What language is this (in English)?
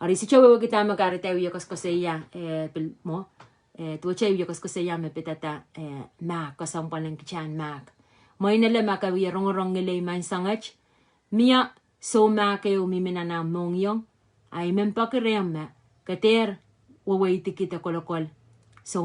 Pohnpeian